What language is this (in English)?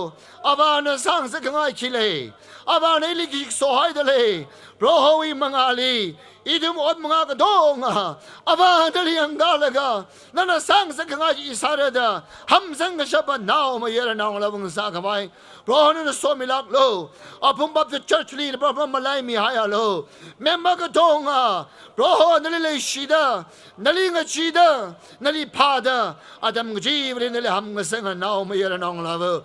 Tangkhul Naga (India)